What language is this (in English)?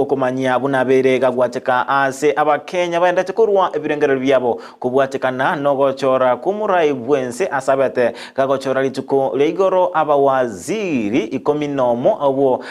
Gusii